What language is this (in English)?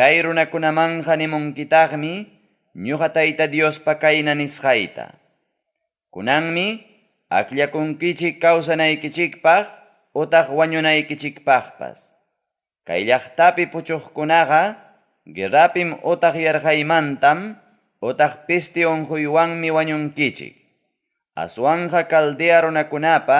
Ayacucho Quechua